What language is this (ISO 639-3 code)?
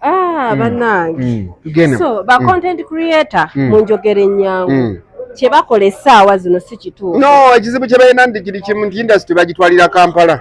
lug